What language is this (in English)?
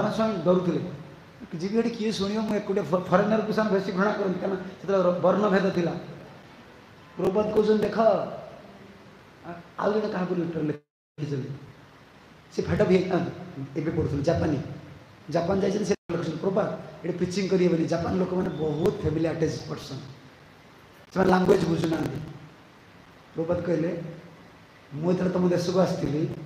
Odia